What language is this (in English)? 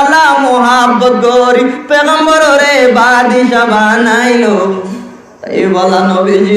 Rohingya